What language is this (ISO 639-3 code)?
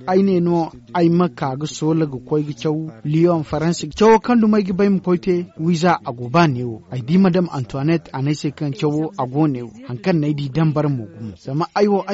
dje